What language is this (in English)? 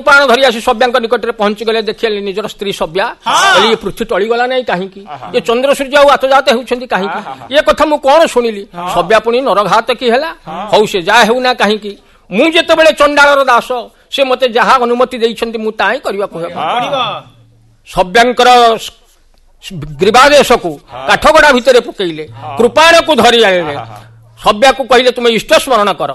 Odia